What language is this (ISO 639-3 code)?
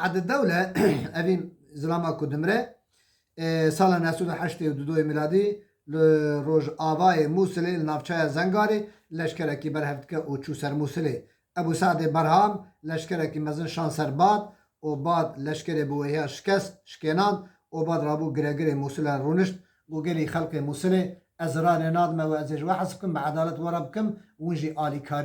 kur